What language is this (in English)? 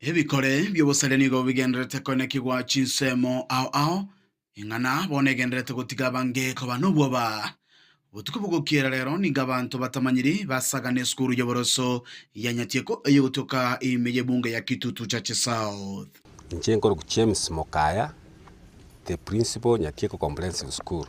Gusii